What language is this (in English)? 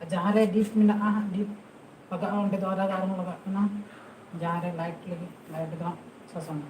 Santali